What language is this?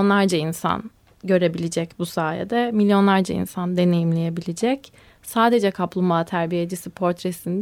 Turkish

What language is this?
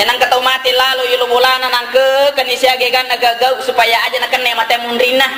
Buginese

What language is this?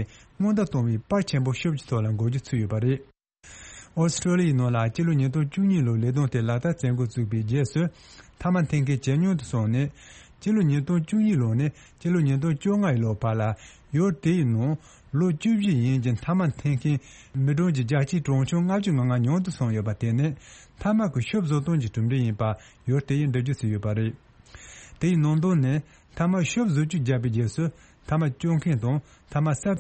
Tibetan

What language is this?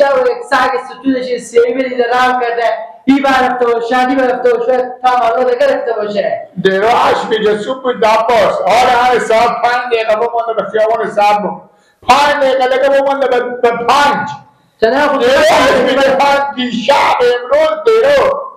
Persian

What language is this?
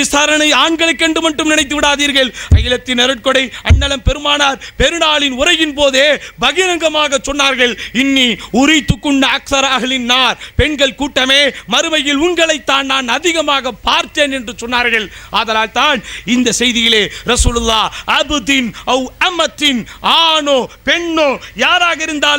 Tamil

